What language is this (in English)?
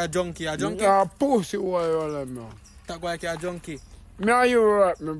Jamaican Creole English